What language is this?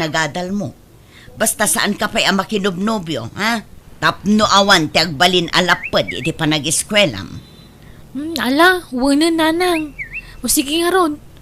Iloko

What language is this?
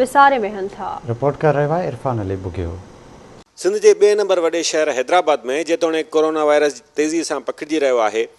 Sindhi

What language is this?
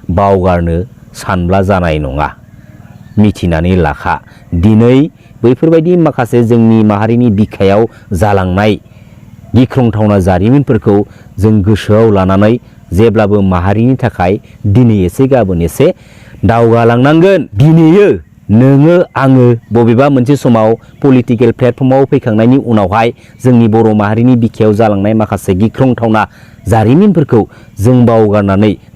Bodo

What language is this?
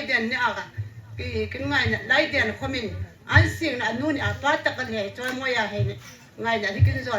Hmar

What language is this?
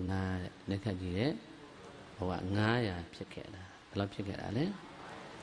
Burmese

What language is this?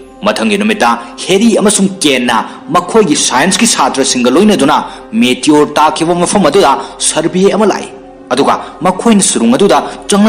Manipuri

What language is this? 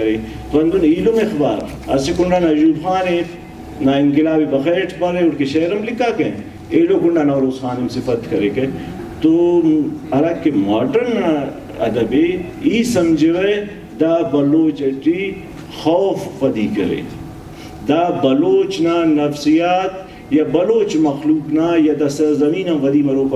Brahui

